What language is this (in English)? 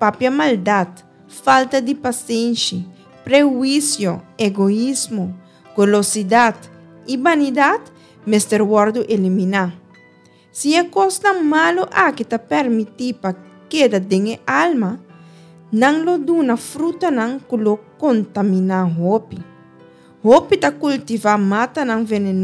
Papiamento